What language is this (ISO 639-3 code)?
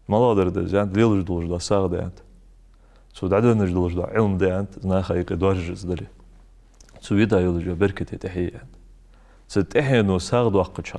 inh